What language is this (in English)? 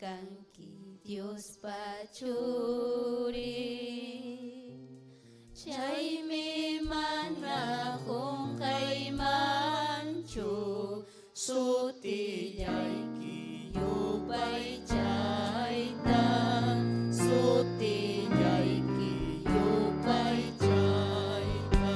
Ayacucho Quechua